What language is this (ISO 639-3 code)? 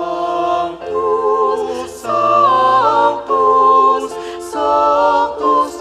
pam